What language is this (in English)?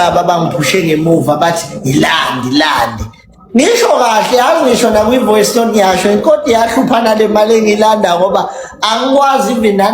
Zulu